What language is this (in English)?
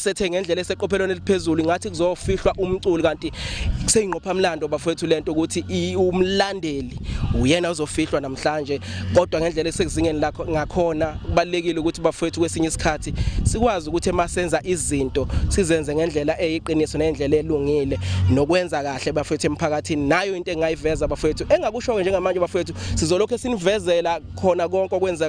Zulu